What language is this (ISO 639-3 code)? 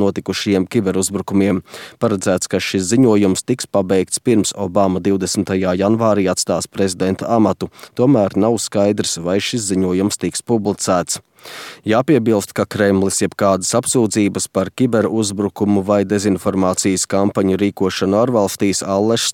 lav